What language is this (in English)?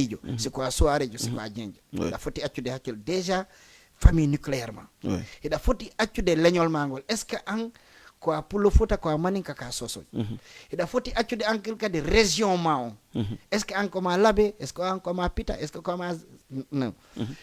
Fula